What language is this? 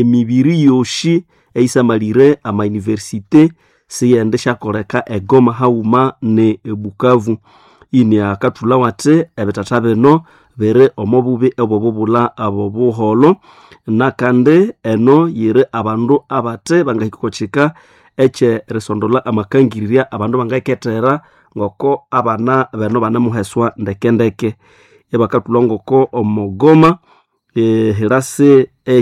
Nande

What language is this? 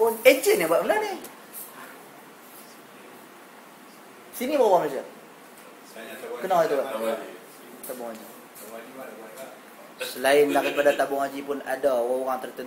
Malay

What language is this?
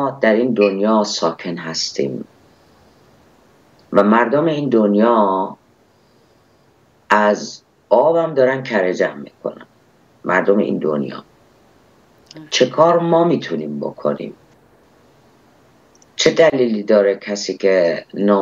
Persian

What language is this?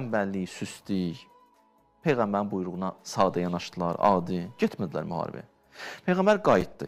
Azerbaijani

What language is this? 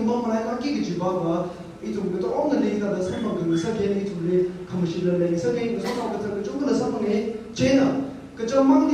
Tangkhul Naga (India)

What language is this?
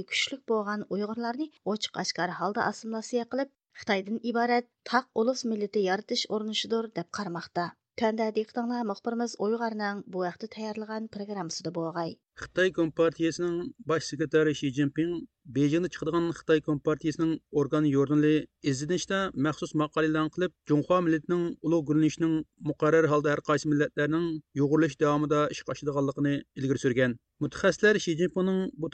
Uyghur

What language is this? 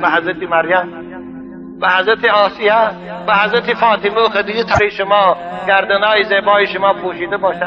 Tajik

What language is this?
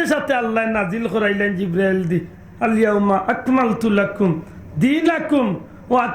Sylheti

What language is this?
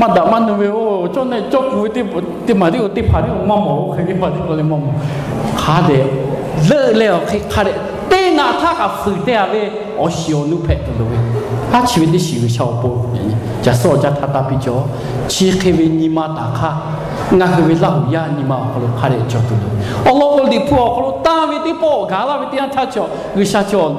Lahu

